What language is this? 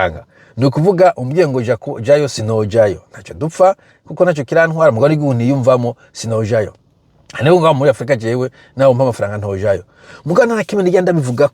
Rundi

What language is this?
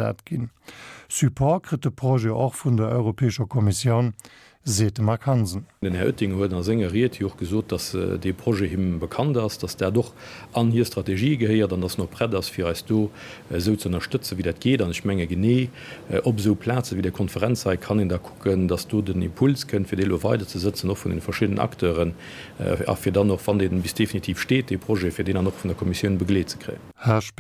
Luxembourgish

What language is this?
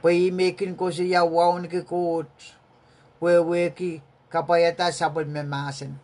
Pohnpeian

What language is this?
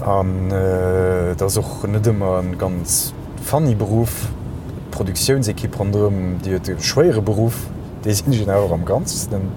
Luxembourgish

